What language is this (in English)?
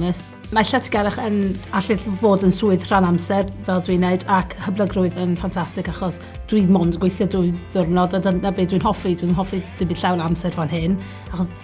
Welsh